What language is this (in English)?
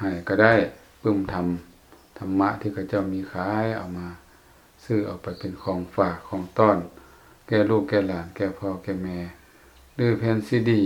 Lao